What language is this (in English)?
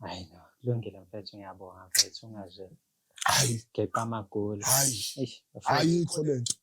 Zulu